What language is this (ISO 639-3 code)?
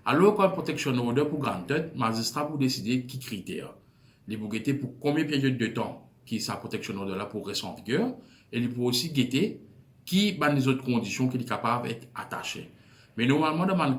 mfe